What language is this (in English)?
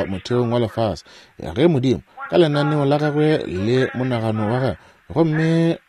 Northern Sotho